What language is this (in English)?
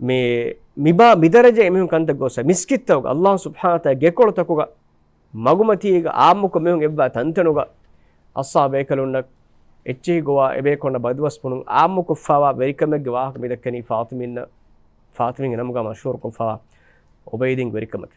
Divehi